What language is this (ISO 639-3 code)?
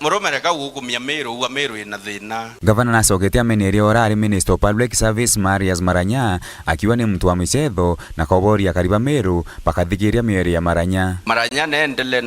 mer